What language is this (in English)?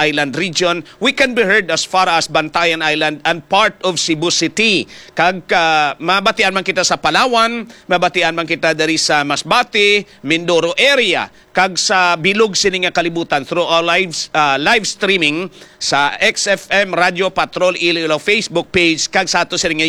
Hiligaynon